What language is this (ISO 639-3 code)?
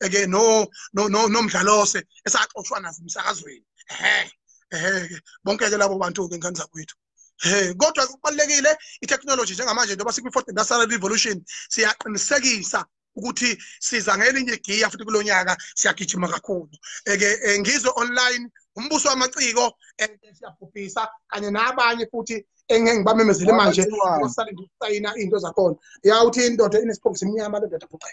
zul